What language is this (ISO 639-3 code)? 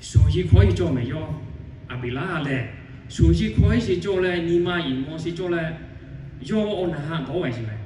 lhu